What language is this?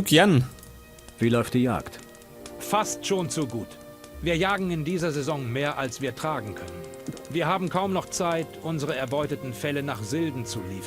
Bavarian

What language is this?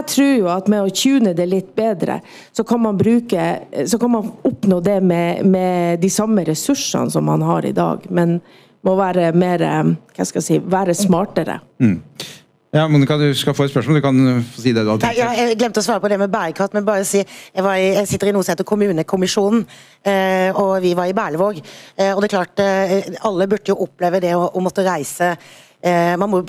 Norwegian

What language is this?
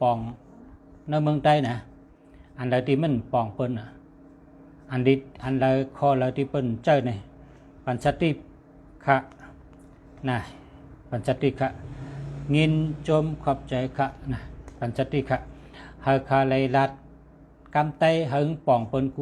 Shan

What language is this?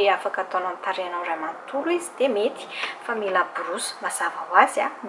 Malagasy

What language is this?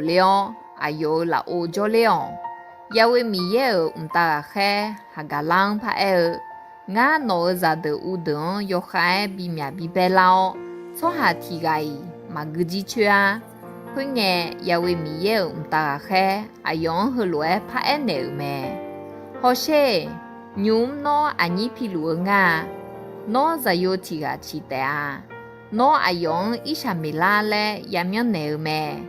Akha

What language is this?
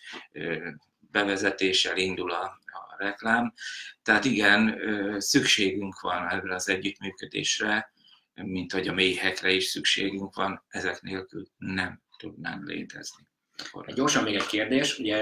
Hungarian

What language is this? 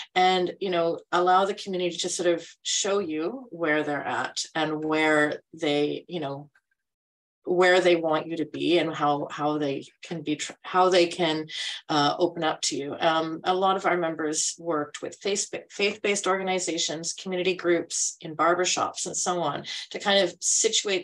English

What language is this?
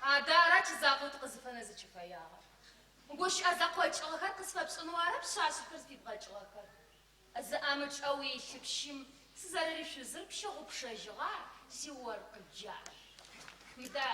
Adyghe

